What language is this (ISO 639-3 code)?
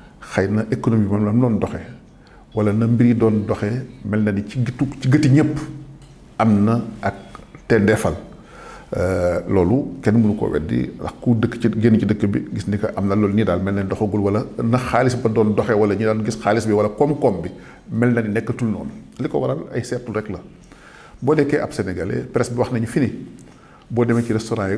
wol